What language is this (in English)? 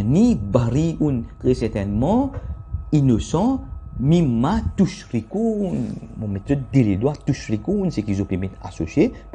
Morisyen